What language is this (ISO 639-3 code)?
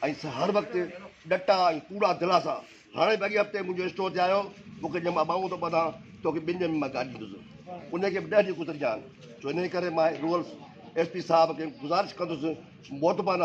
snd